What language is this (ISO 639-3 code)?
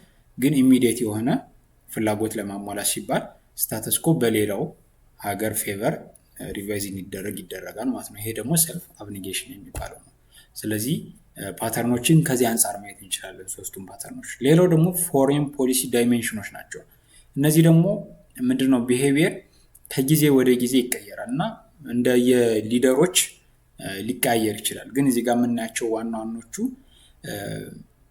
amh